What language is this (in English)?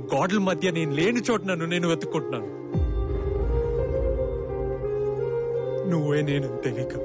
Telugu